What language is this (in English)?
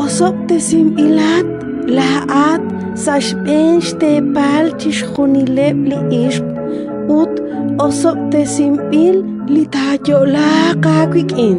Kekchí